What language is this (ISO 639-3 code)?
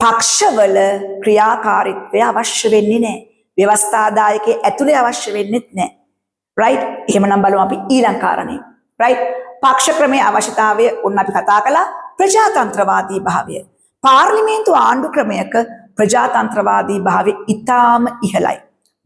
sin